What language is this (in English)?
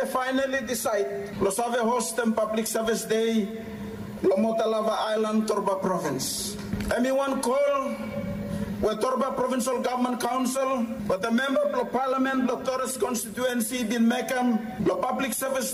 Bislama